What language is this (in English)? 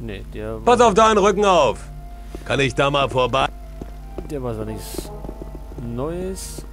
Bavarian